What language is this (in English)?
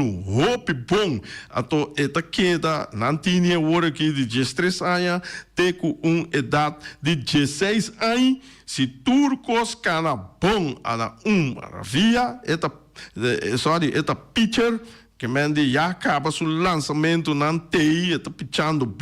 Papiamento